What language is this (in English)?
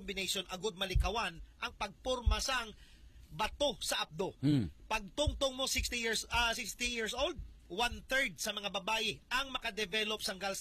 Hiligaynon